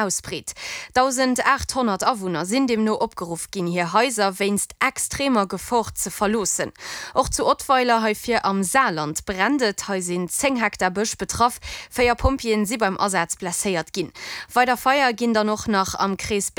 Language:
Luxembourgish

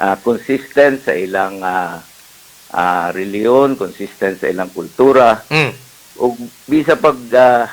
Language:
Cebuano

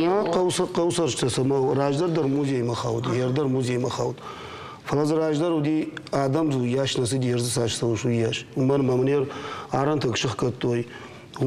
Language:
Ossetic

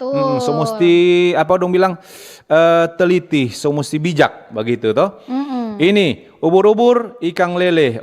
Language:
Manado Malay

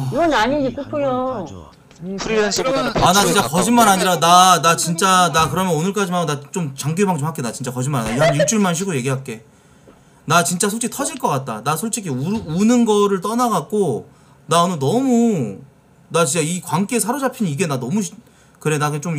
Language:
Korean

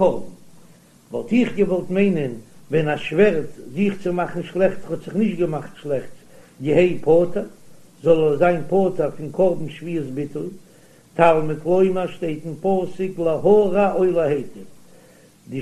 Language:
Yiddish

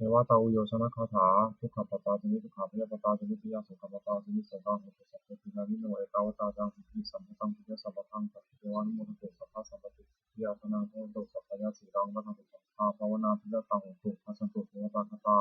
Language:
Pali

